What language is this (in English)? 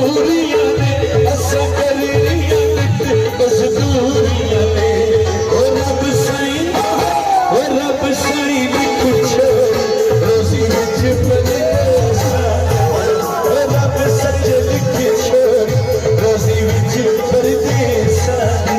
Pahari-Potwari